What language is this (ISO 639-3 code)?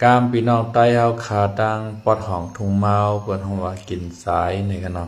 shn